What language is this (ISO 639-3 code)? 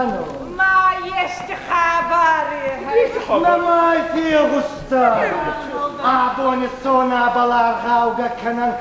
oss